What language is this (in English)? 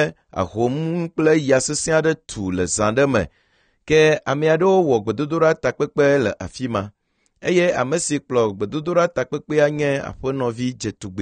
Ewe